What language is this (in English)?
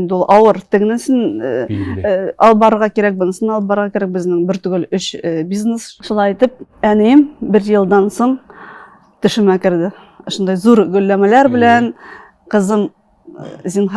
Tatar